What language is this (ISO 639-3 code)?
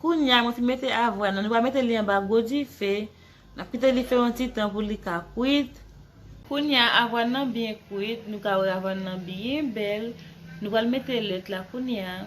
hat